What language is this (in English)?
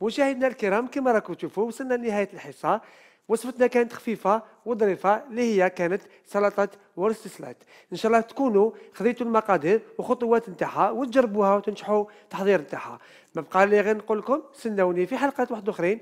Algerian Arabic